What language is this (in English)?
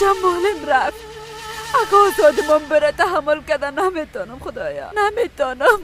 Persian